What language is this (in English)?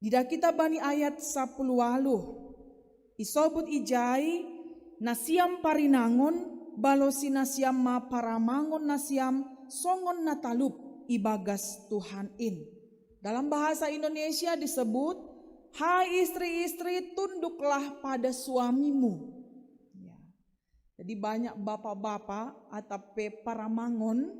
Batak Simalungun